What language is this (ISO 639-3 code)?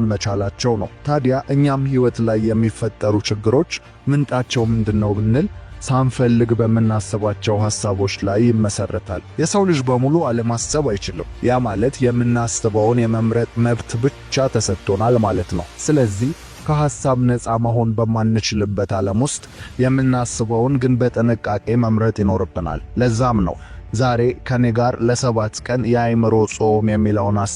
amh